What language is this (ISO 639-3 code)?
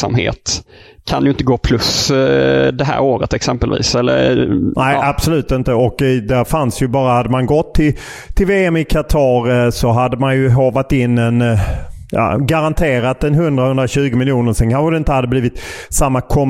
swe